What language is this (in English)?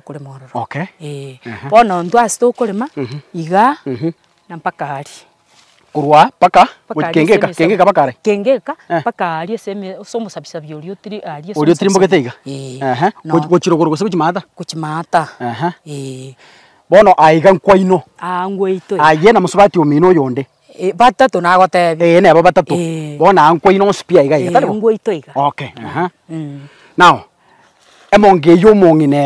Gusii